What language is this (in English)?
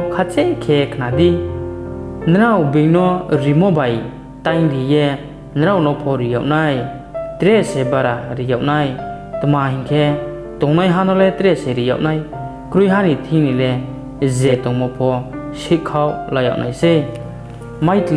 Riang (India)